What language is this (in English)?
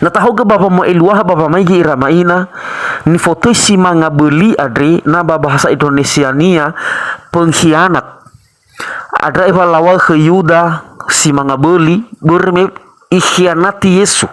Nias